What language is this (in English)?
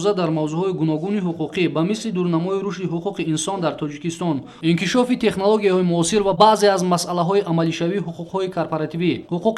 Tajik